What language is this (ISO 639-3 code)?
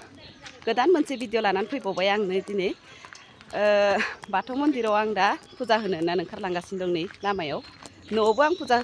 brx